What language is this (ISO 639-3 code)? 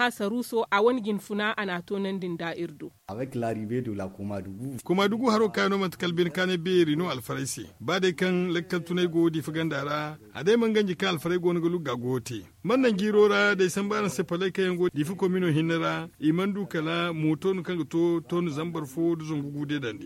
dje